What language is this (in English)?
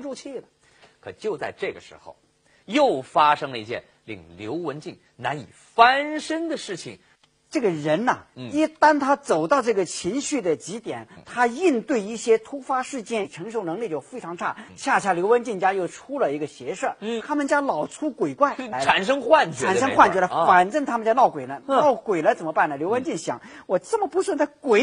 Chinese